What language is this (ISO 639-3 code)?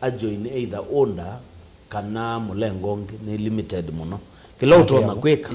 kam